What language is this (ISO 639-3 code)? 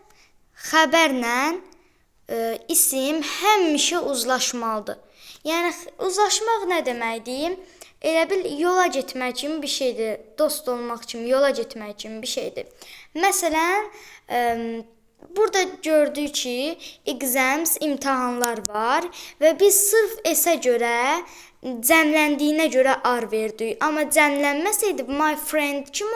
aze